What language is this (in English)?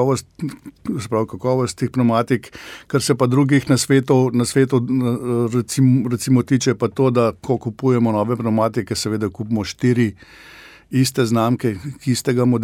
Slovenian